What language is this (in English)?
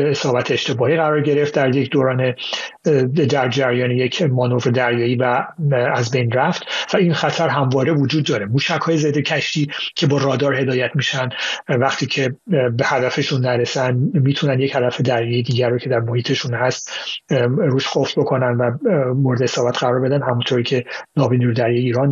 Persian